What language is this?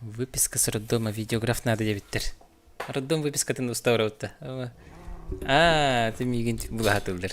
Yakut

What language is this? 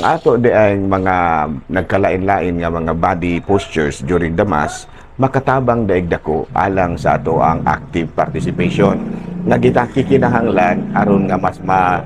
Cebuano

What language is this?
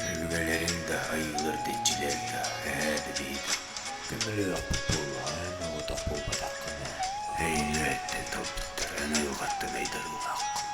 Yakut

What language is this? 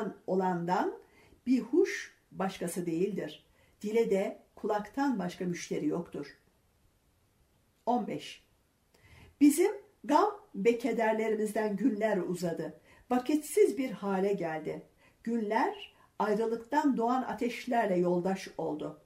Turkish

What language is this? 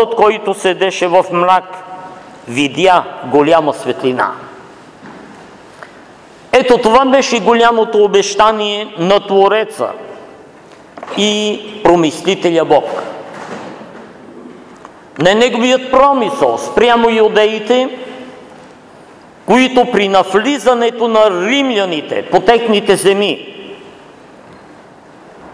Bulgarian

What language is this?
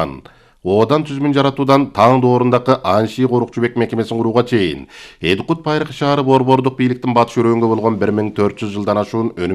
Kyrgyz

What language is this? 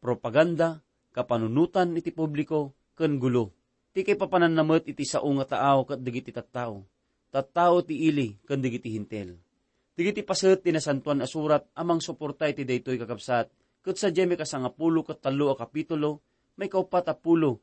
Iloko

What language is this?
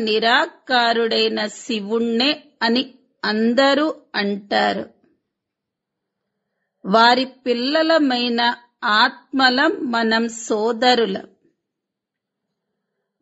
Telugu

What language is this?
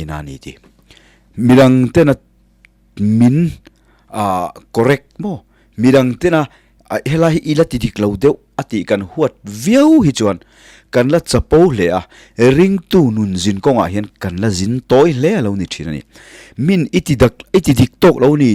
Mizo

